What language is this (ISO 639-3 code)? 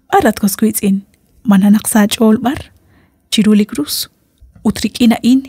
kek